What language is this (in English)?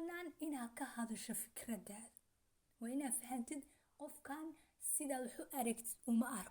Somali